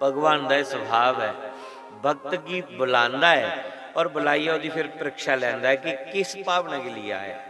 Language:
Dogri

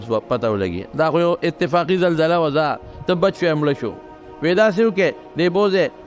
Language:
Pashto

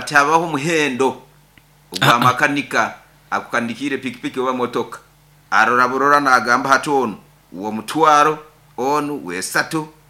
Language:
Nyoro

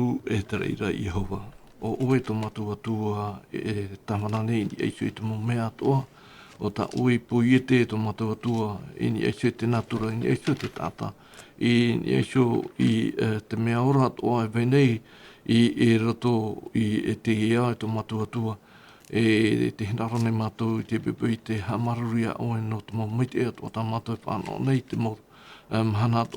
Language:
Tahitian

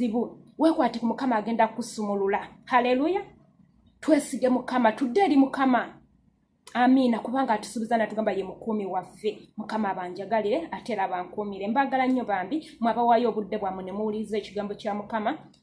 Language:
Ganda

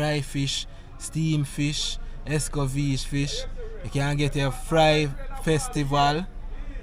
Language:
Jamaican Creole English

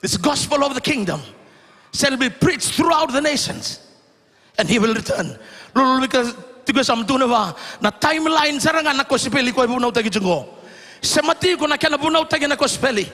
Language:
Fijian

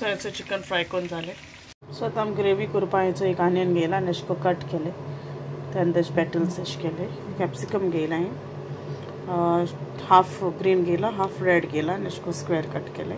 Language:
Konkani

